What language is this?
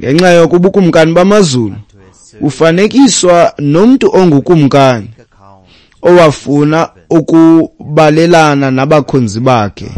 Xhosa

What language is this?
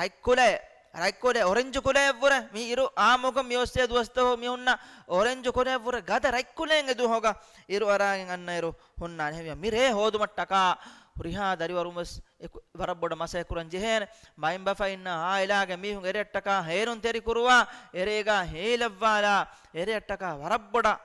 Divehi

